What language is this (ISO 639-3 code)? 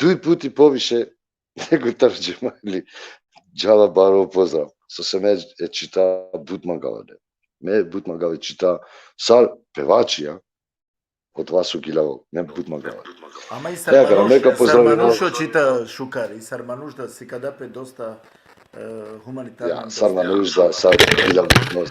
rmn